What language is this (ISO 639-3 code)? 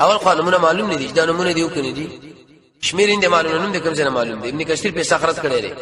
pus